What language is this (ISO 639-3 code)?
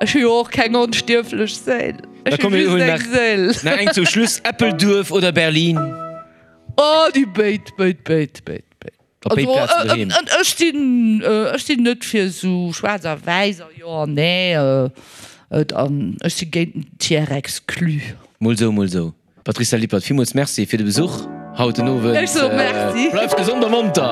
ltz